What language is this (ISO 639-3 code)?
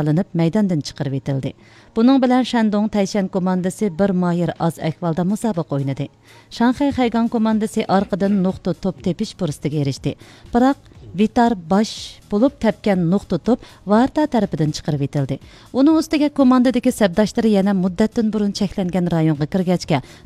uig